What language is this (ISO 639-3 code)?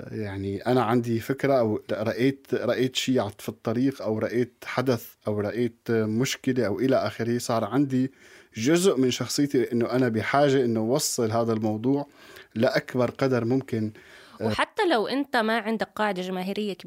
apc